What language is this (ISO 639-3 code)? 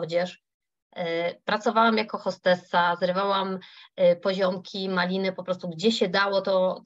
pol